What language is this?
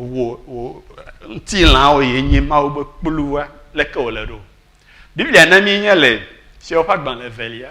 Ewe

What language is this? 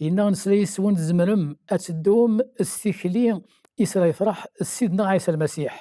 Kabyle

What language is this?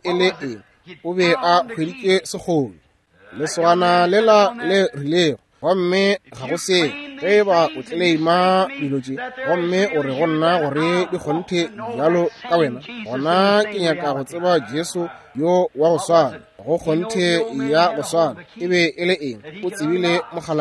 Northern Sotho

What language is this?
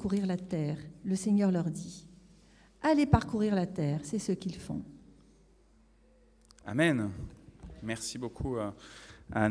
French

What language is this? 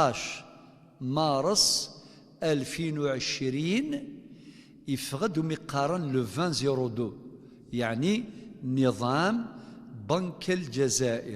Kabyle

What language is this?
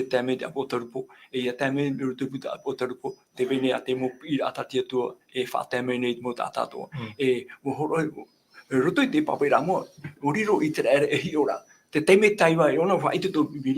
Tahitian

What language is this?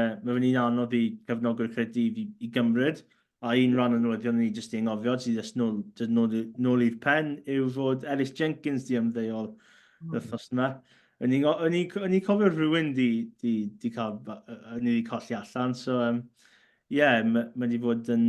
Welsh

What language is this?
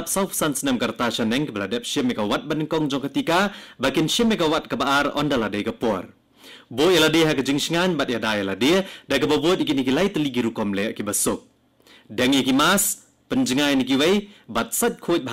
Khasi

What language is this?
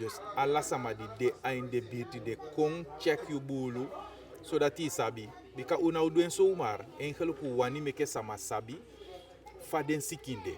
Eastern Maroon Creole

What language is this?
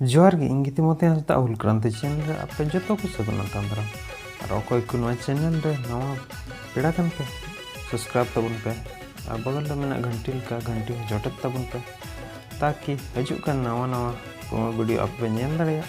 Santali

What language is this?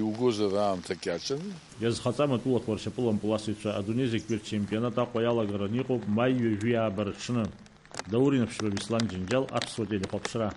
Abkhazian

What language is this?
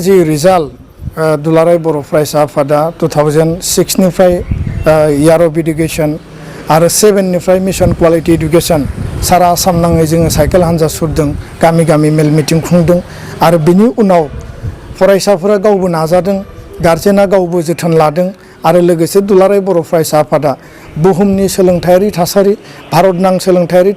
Bodo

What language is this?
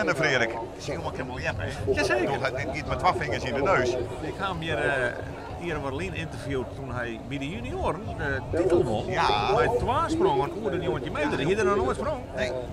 Western Frisian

